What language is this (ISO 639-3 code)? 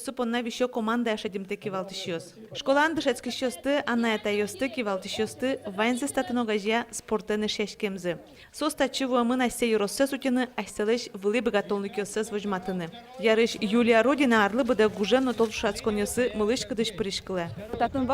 udm